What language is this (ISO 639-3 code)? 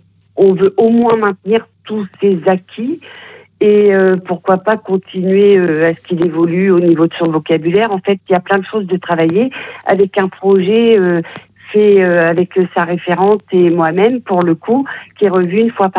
fra